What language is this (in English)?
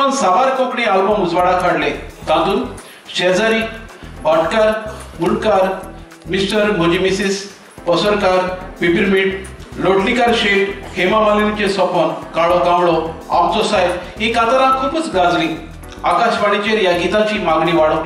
Konkani